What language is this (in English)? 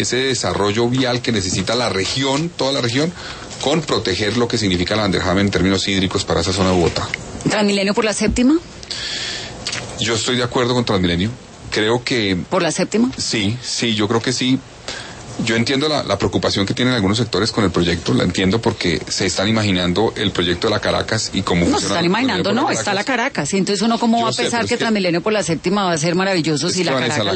Spanish